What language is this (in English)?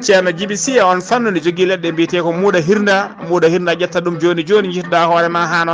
Fula